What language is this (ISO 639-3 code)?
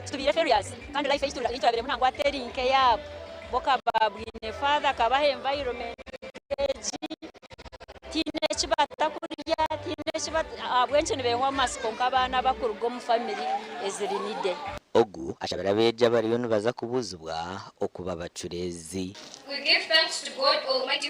nyn